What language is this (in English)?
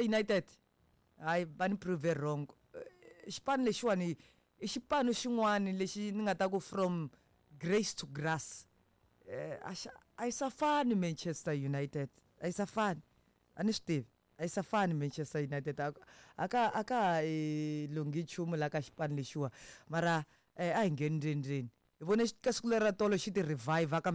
Tsonga